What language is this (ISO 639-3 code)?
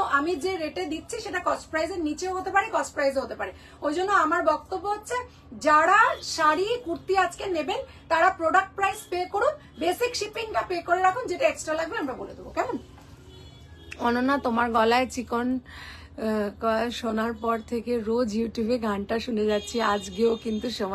ben